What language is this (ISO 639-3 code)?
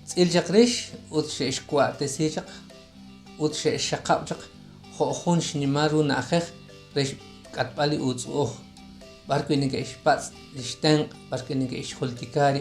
kek